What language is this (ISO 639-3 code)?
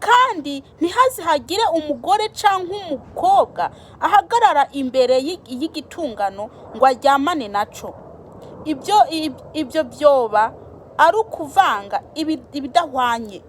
run